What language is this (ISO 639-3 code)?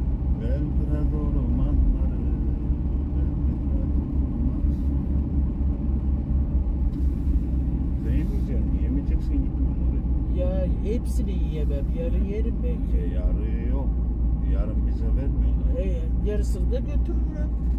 tur